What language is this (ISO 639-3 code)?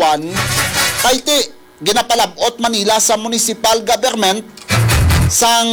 hil